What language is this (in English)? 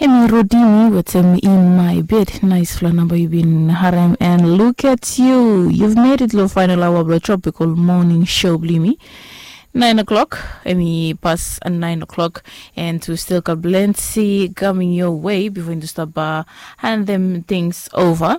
Bislama